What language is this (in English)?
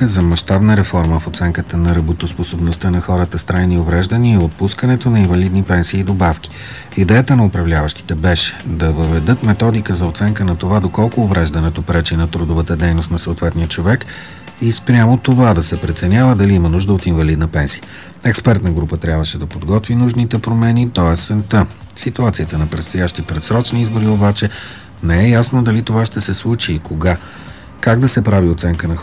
Bulgarian